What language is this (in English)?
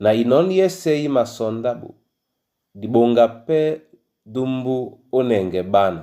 Duala